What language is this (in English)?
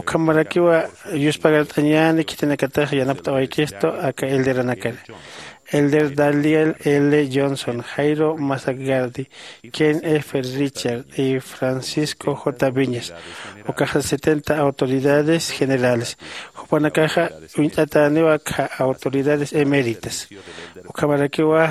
Aymara